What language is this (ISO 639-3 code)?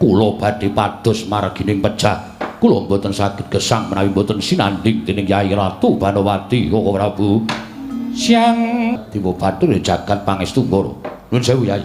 jav